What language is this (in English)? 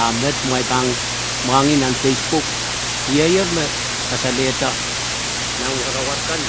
Pohnpeian